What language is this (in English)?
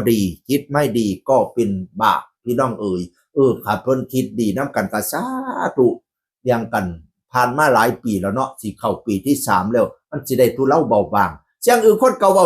Northeastern Thai